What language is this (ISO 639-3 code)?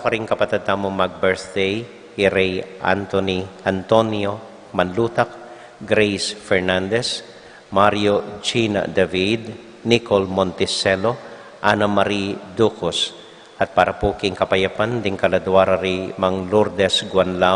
pam